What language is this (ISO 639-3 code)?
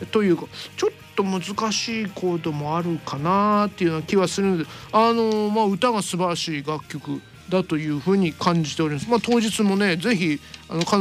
jpn